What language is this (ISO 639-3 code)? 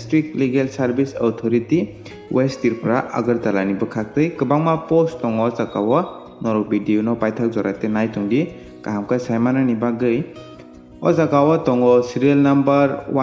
trp